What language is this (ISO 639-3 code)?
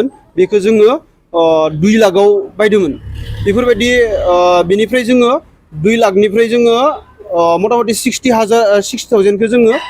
brx